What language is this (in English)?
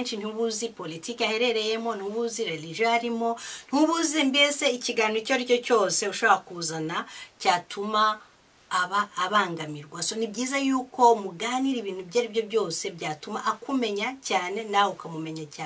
Kinyarwanda